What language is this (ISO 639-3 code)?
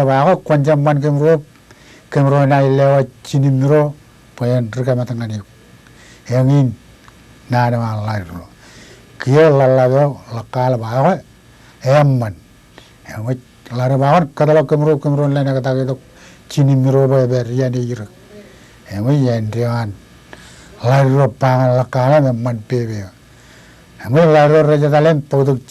mah